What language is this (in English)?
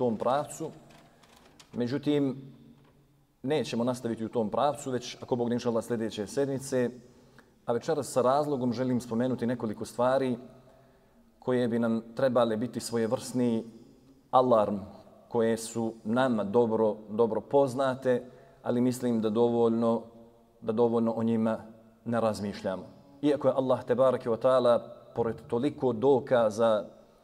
Bosnian